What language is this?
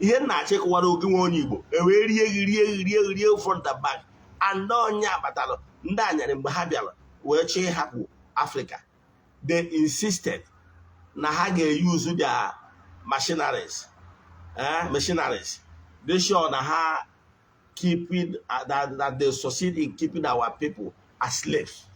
Igbo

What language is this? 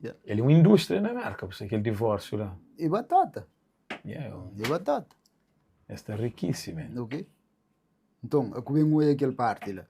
Kabuverdianu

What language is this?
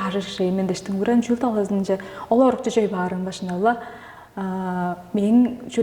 Tuvinian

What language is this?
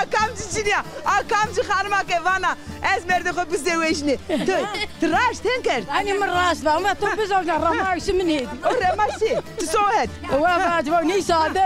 Zaza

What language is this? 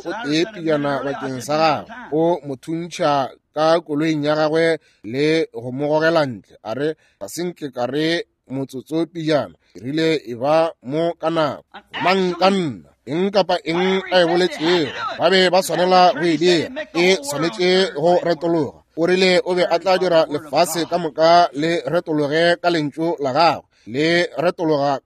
Northern Sotho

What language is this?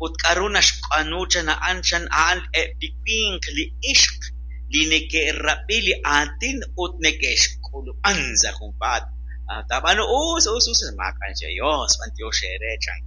Kekchí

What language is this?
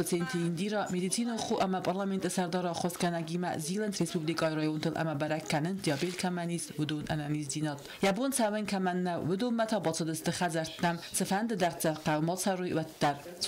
Ossetic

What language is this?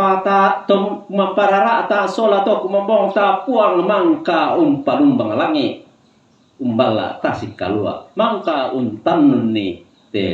Toraja-Sa'dan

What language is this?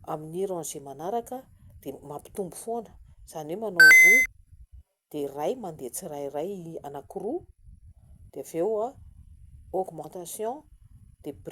Malagasy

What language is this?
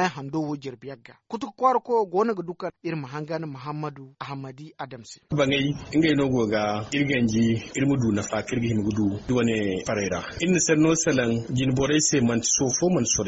Zarma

